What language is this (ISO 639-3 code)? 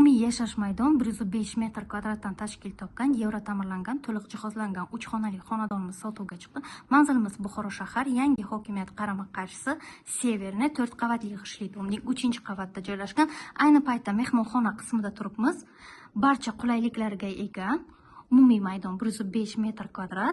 uzb